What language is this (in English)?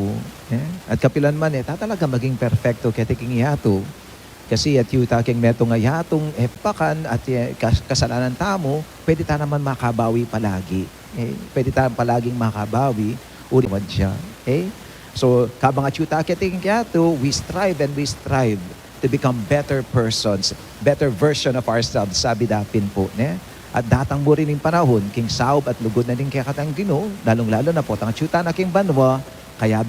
Pampanga